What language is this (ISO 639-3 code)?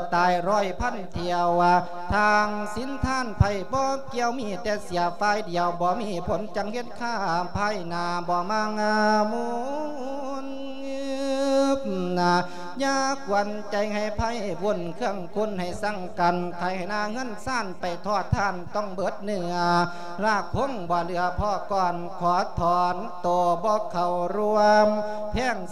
lao